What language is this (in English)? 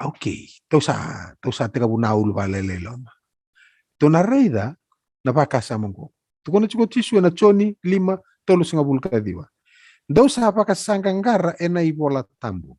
Fijian